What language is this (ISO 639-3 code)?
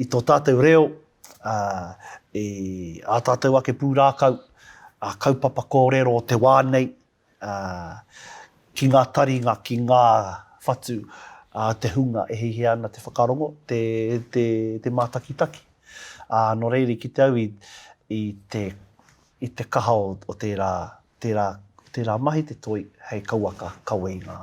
mri